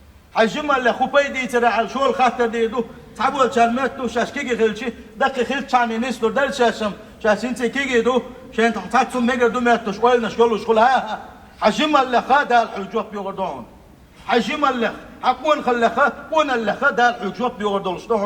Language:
Chechen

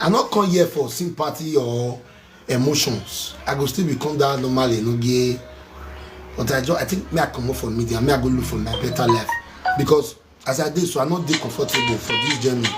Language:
Nigerian Pidgin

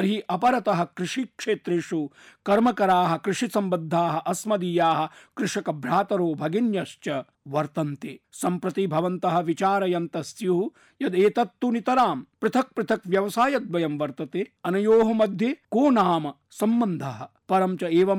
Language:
Sanskrit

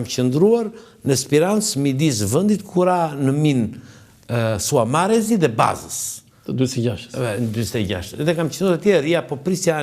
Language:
Albanian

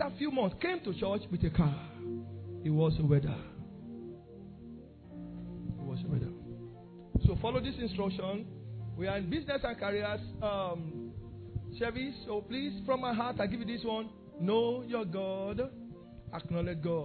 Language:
English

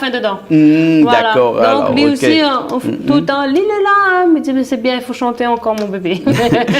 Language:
Réunion Creole French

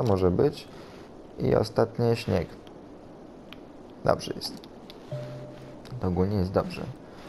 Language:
Polish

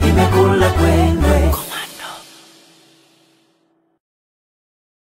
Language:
Swahili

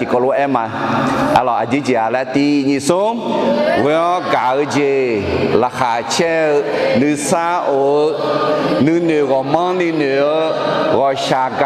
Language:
Akha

